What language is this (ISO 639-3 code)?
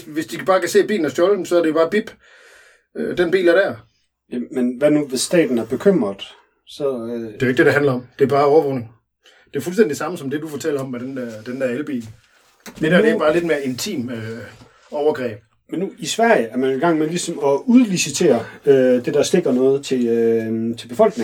dan